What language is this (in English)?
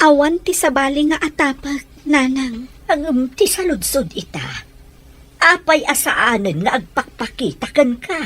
Iloko